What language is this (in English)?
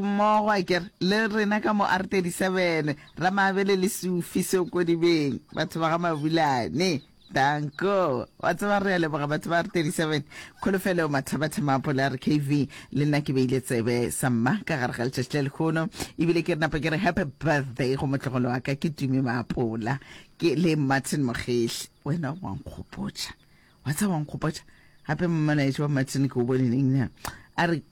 Northern Sotho